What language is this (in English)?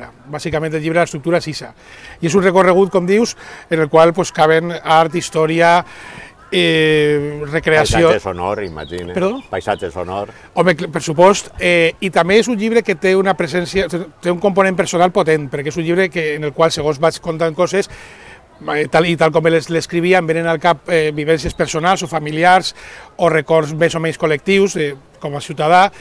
Catalan